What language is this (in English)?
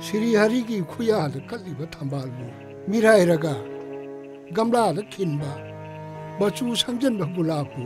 Manipuri